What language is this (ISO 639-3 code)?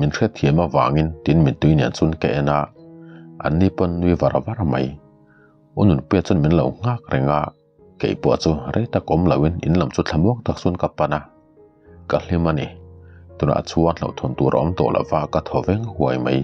lus